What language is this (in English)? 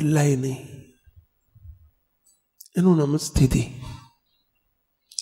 Gujarati